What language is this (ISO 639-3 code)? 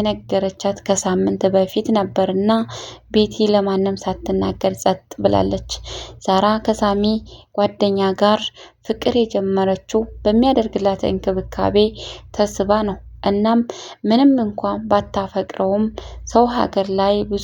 amh